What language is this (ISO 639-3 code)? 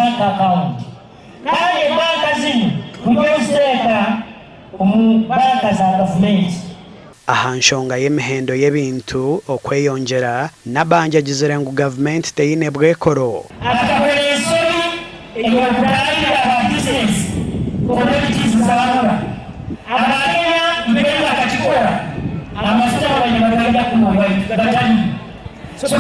nyn